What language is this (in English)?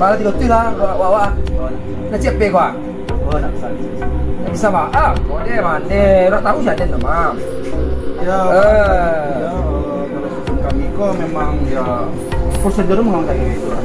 Minangkabau